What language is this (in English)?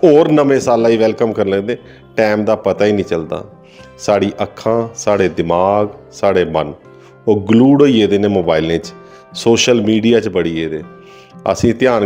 Dogri